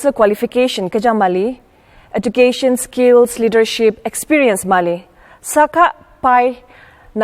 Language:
Ao Naga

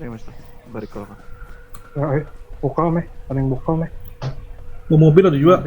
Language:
Banjar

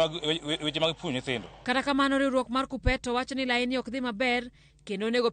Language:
Luo (Kenya and Tanzania)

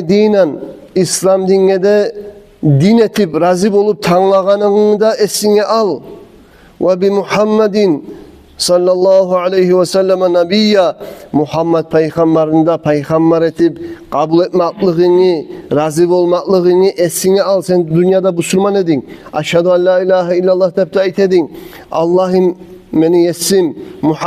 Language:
Kumyk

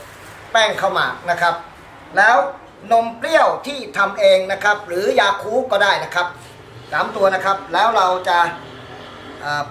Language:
Thai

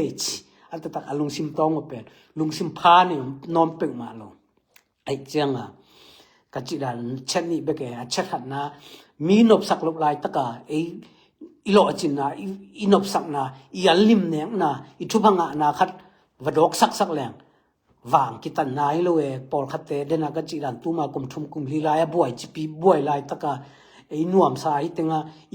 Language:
Tedim Chin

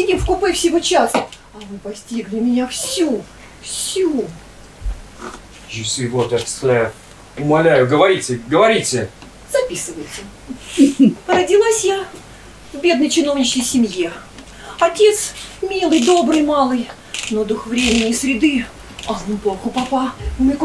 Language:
Russian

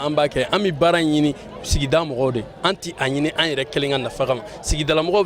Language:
Bambara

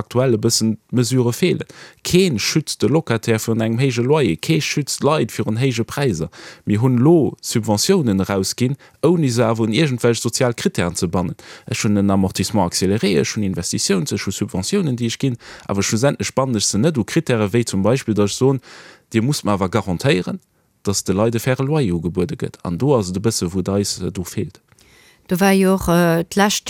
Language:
Luxembourgish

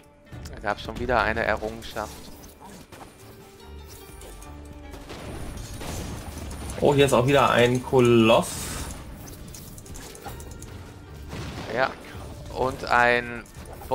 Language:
German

